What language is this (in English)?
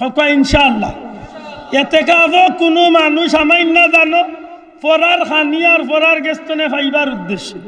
Sylheti